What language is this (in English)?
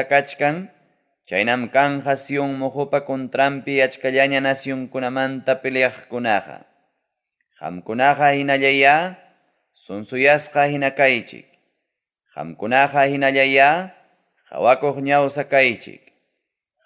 Ayacucho Quechua